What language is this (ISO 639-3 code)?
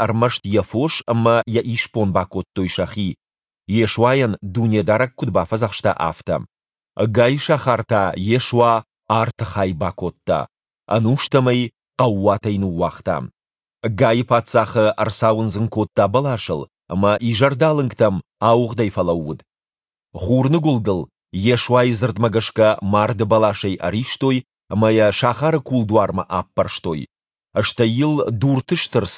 oss